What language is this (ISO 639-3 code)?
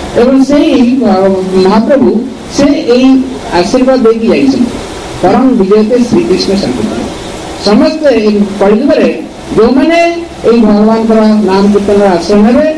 ori